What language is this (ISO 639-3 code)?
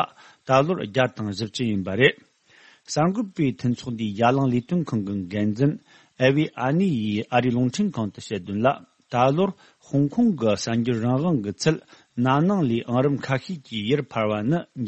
bod